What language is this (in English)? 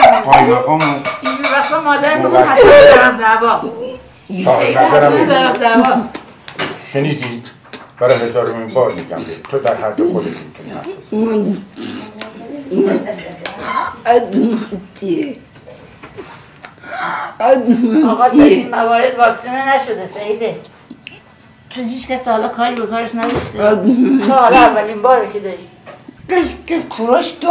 Persian